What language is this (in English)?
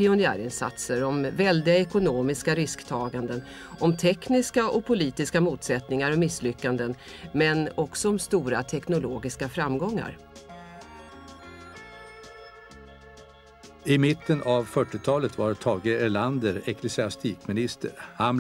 Swedish